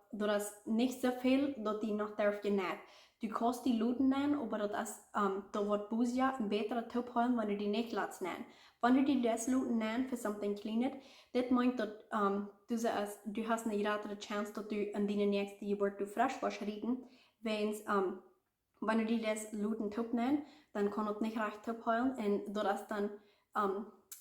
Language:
Plautdietsch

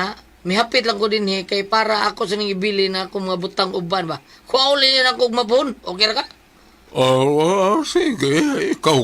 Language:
Cebuano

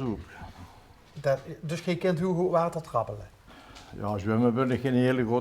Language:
Limburgish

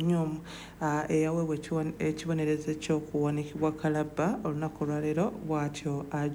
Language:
Ganda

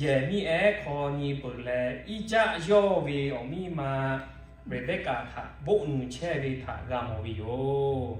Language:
Lahu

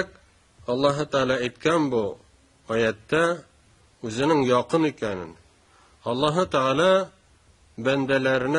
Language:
Tatar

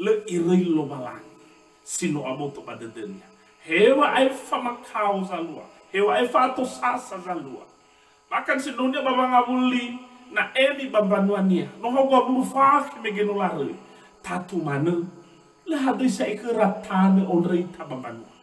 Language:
Nias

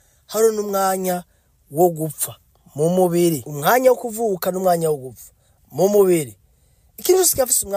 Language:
Rundi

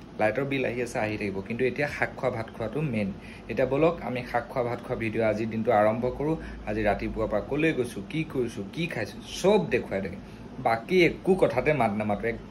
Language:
Assamese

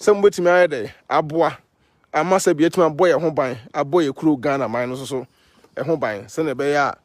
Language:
Akan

